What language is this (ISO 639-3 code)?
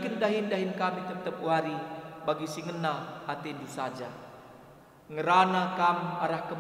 btx